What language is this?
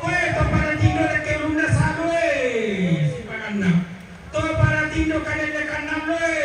Toraja-Sa'dan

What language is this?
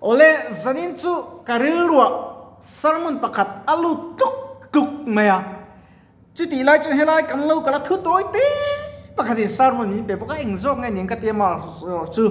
Mizo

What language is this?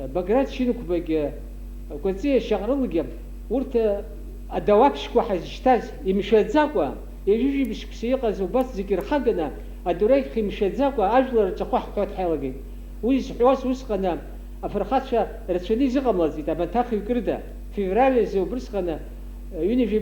Abkhazian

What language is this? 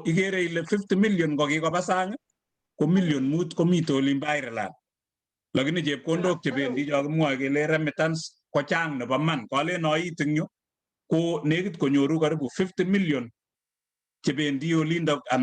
Kalenjin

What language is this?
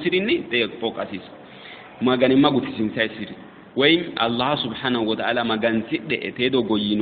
Sidamo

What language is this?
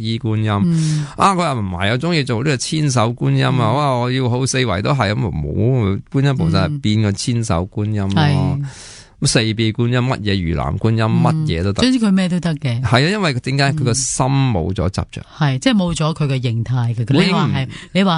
Cantonese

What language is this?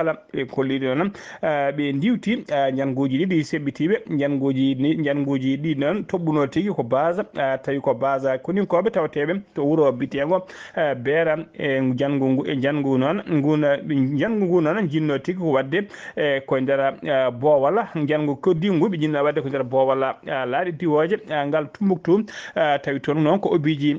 Fula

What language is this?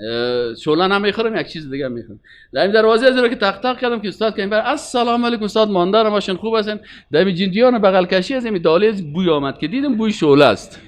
Persian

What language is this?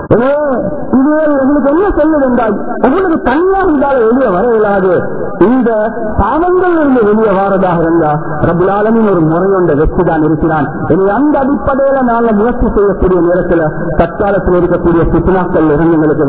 Tamil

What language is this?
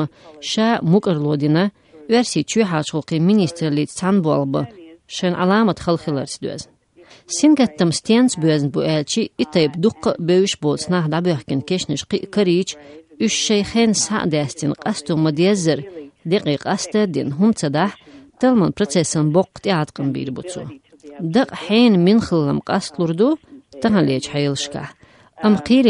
Chechen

